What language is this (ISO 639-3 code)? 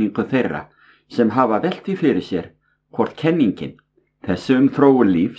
isl